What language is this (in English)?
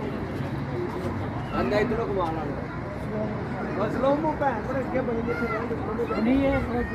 Punjabi